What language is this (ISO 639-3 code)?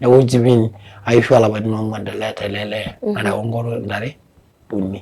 mas